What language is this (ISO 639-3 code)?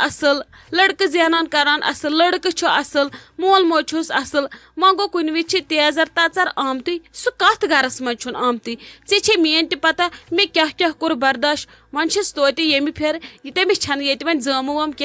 kas